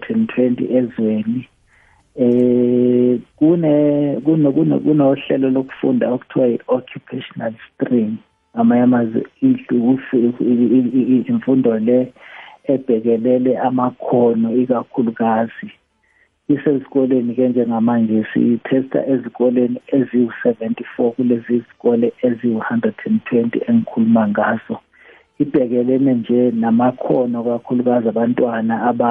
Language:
South Ndebele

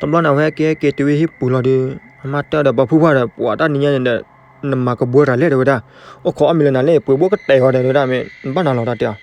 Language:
S'gaw Karen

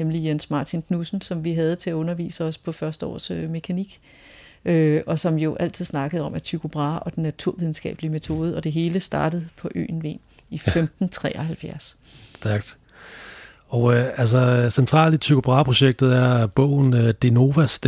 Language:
Danish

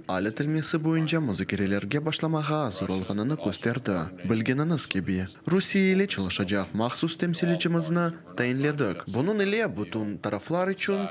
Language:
Crimean Tatar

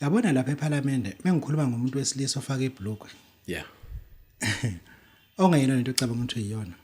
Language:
Zulu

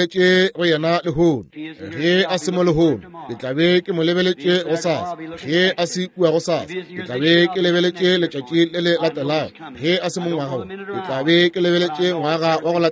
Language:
Northern Sotho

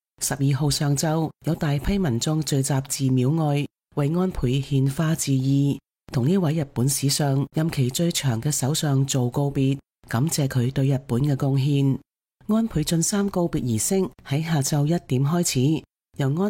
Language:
Cantonese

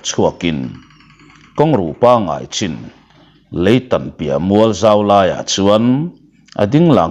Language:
Mizo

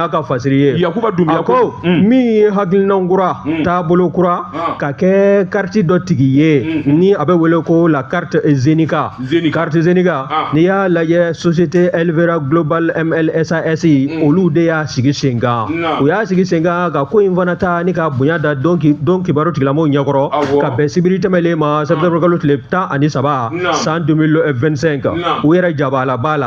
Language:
Bambara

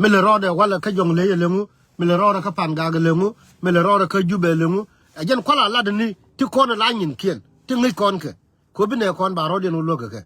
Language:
Nuer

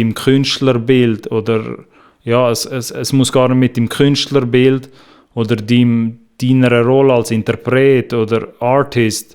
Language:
Swiss German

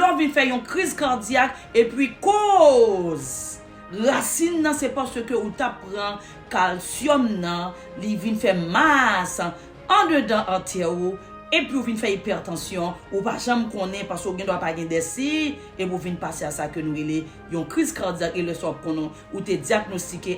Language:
Haitian Creole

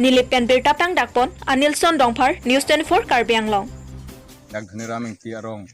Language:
Karbi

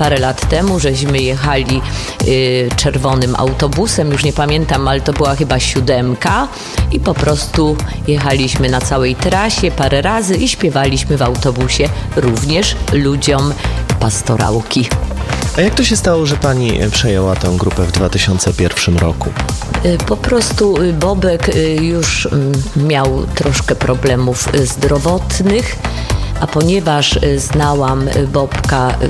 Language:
Polish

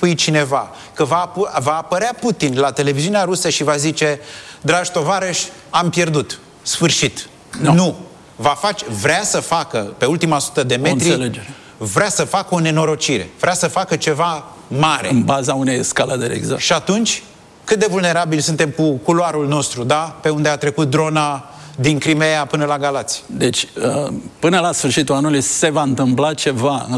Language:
Romanian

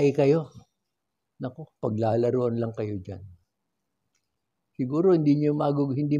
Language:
Filipino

